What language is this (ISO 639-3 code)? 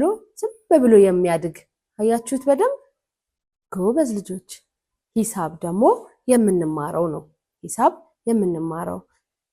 amh